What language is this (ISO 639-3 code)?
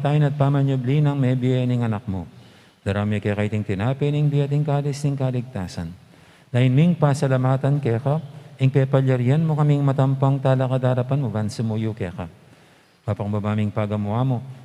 pam